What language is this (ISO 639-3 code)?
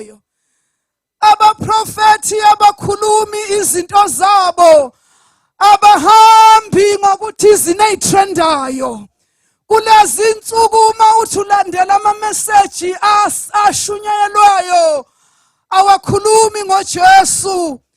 zul